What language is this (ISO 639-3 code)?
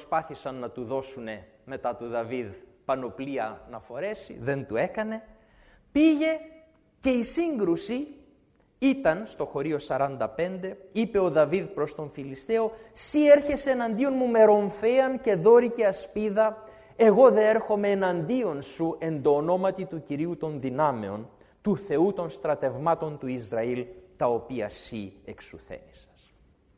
ell